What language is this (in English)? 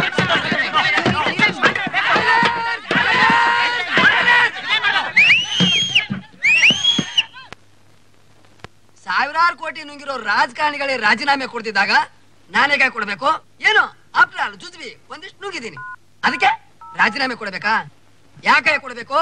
Kannada